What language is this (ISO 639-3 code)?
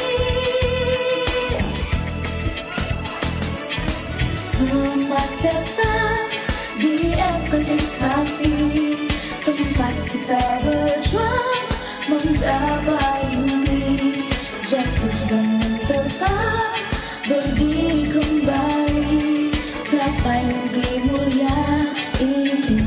ind